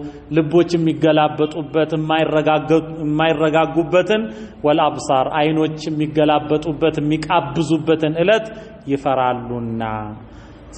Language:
Amharic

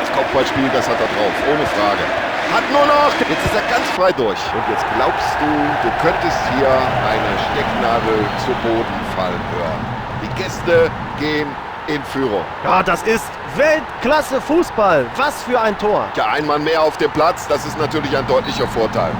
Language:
Bavarian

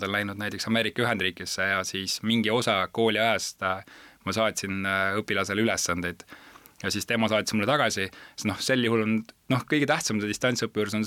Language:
Estonian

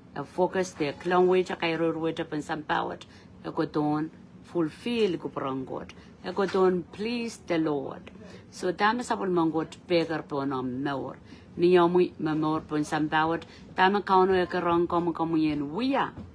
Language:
Pohnpeian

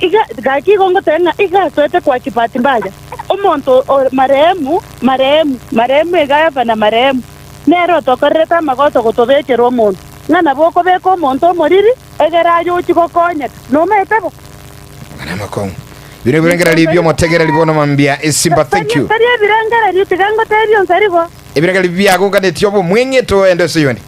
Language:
Gusii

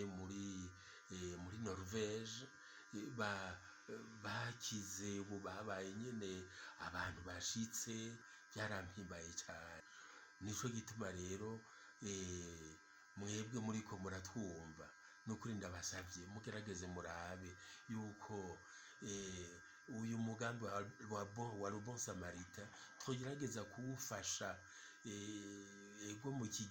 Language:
Rundi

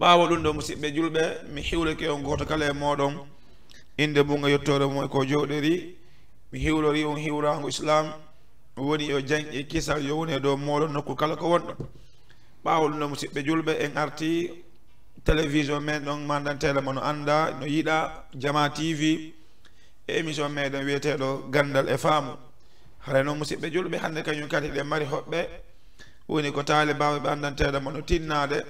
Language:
Fula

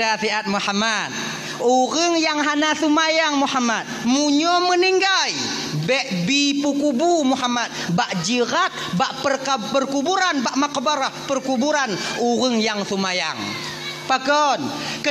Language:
Achinese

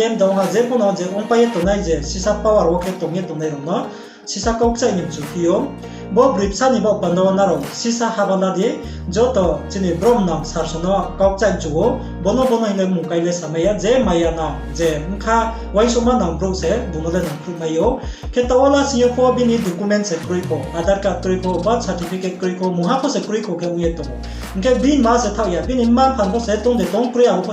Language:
Riang (India)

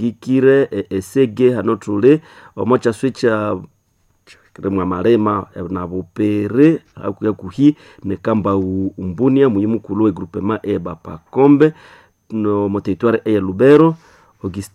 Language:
Nande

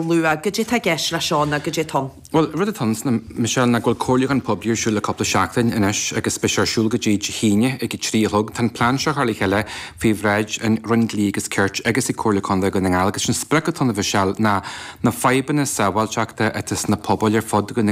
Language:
Irish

